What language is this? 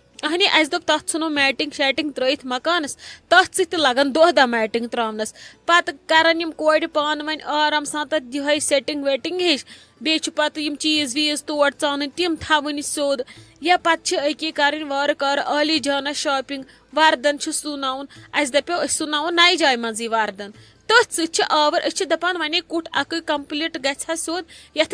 Kashmiri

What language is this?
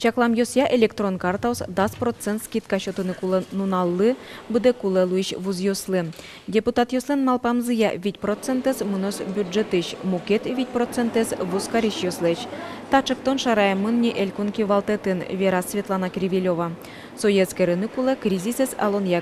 Udmurt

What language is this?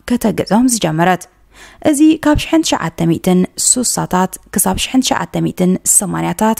Tigrinya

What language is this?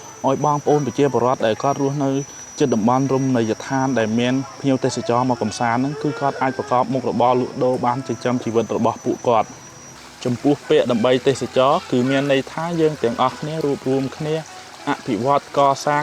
Khmer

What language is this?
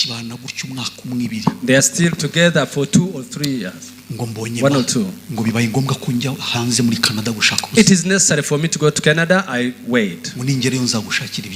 Kinyarwanda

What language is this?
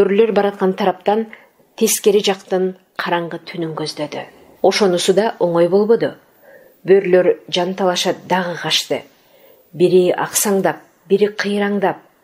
Kyrgyz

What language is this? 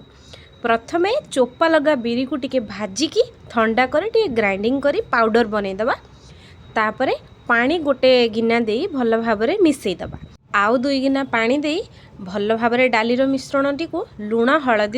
Odia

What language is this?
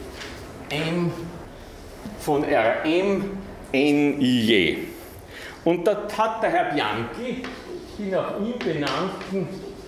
German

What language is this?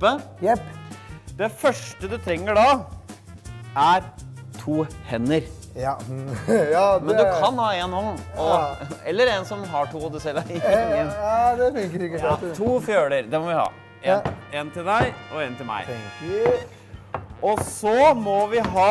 Norwegian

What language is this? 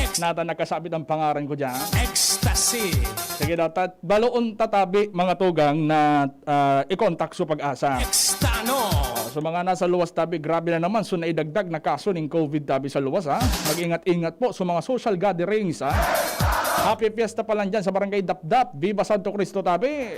Bikol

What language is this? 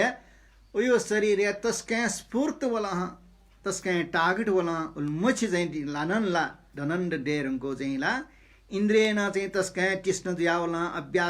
Newari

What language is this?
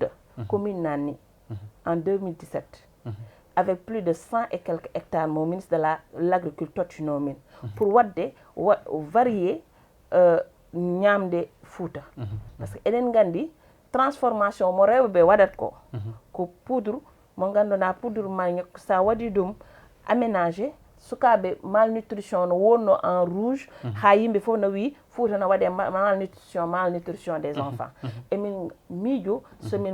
Fula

